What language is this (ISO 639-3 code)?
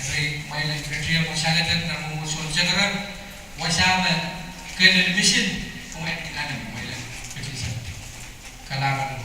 pon